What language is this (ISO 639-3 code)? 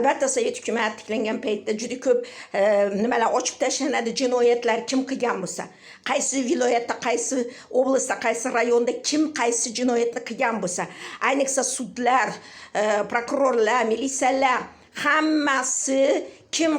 uzb